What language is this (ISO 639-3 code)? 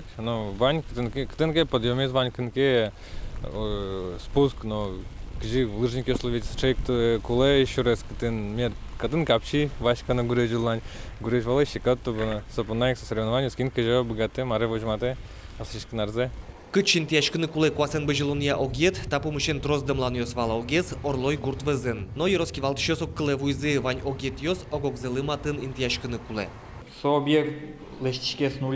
udm